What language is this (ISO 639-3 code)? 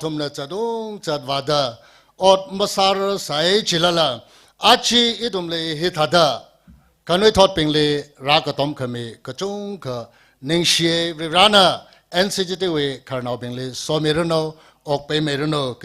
nmf